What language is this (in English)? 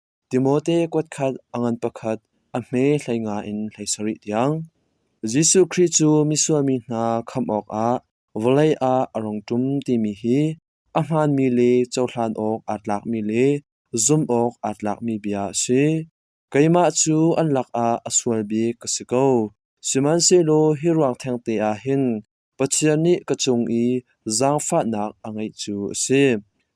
Hakha Chin